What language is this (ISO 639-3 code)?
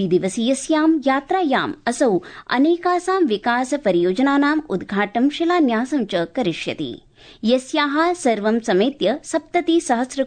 san